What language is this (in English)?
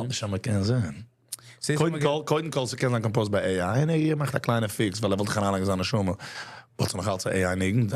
Yiddish